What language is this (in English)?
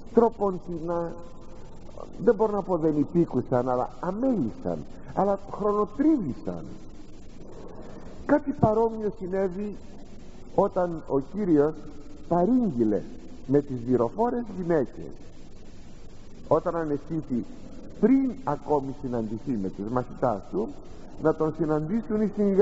Greek